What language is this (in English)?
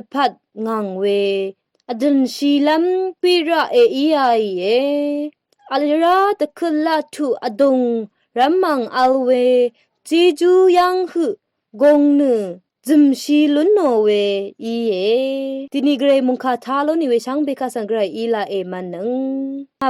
Rawang